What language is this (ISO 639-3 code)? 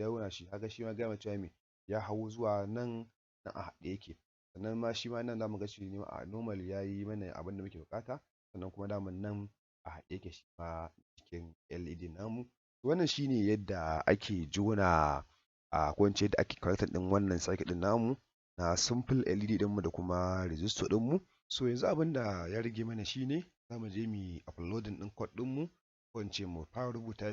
hau